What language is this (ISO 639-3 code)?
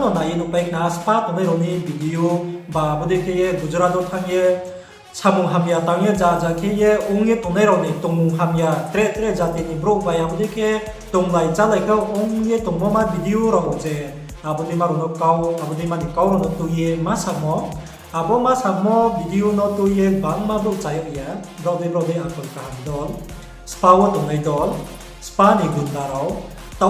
ria